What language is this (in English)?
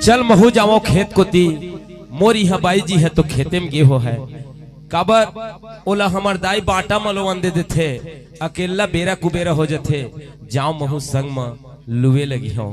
Chhattisgarhi